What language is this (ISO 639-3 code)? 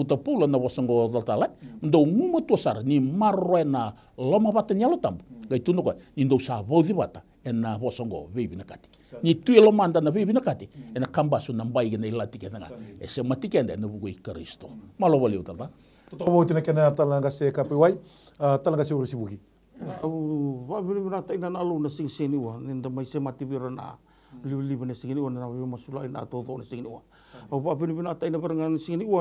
fij